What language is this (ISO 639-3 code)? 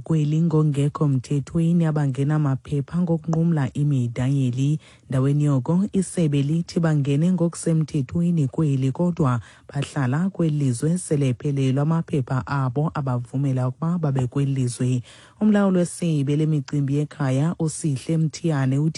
xho